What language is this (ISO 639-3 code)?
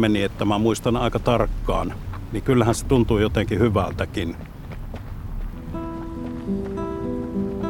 fin